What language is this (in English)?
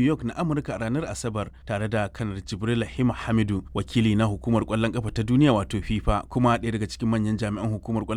Hausa